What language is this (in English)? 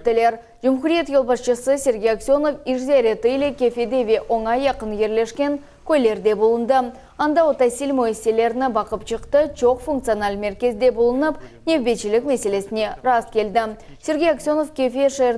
Crimean Tatar